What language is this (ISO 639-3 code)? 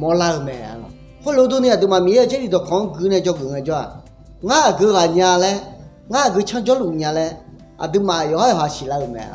ahk